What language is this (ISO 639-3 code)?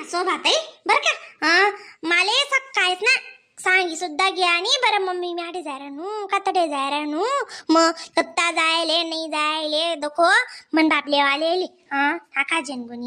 khn